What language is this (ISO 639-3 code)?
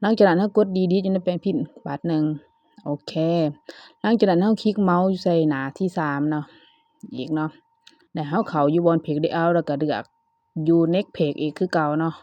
lao